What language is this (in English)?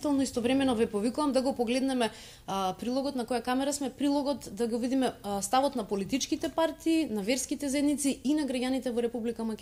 Macedonian